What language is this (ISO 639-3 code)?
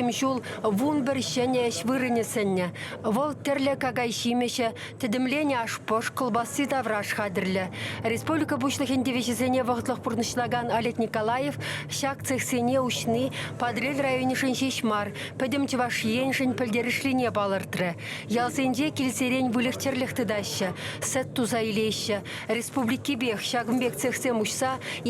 chv